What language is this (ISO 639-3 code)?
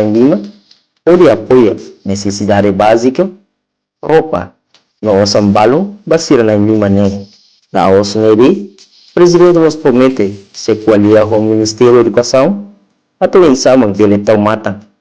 tet